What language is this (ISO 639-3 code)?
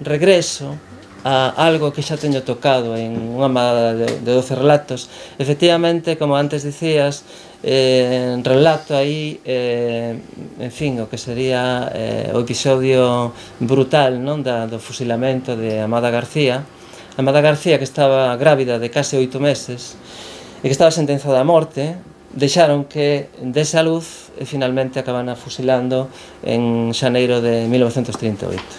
glg